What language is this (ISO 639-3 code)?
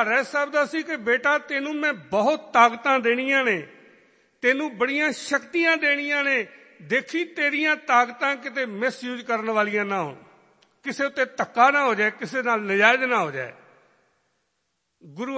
pan